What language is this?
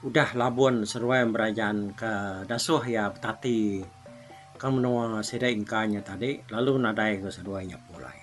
Iban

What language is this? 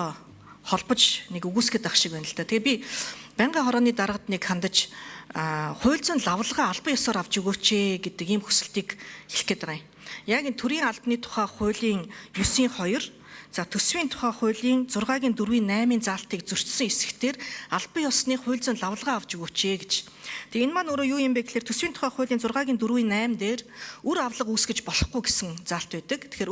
Mongolian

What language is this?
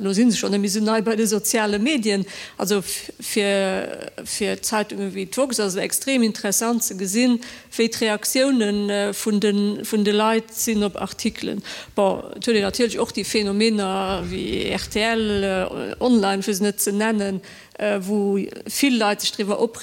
Luxembourgish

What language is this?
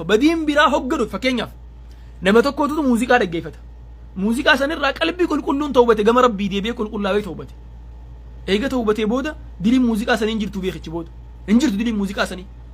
Oromo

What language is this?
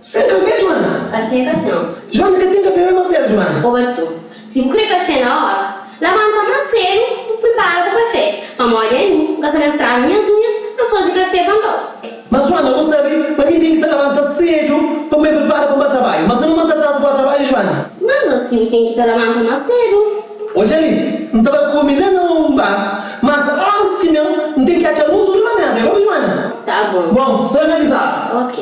Kabuverdianu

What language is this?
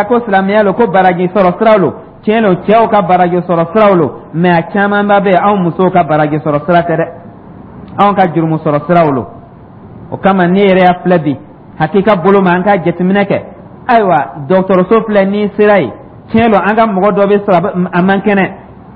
Dyula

